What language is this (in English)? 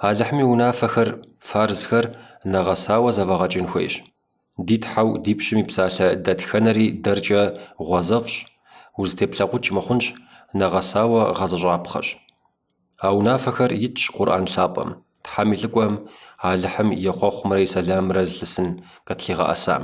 Kabardian